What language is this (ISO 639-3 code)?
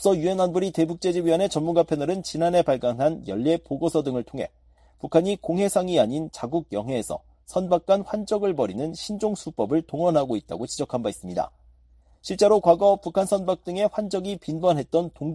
kor